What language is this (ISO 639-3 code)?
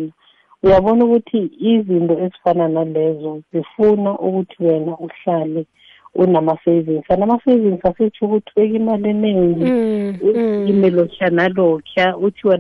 nbl